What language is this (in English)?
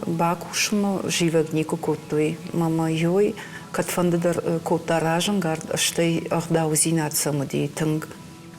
Ossetic